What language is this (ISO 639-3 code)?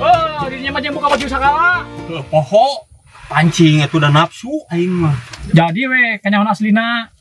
sun